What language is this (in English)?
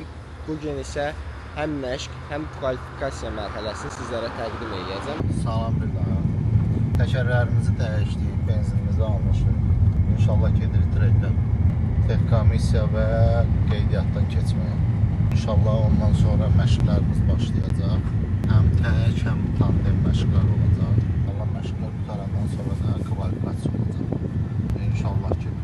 Azerbaijani